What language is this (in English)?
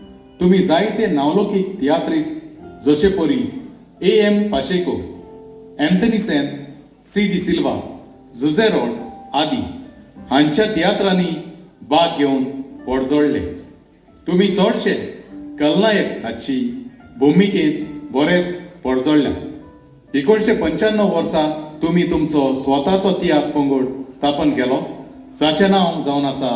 Konkani